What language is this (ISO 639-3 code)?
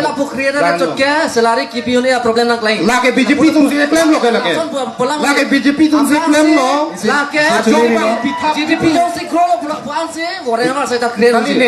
mjw